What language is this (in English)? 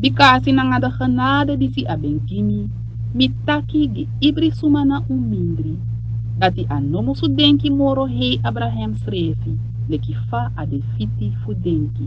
Sranan Tongo